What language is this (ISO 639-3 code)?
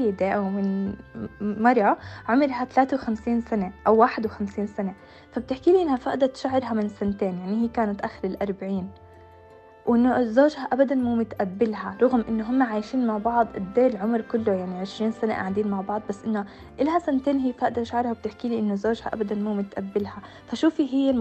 apc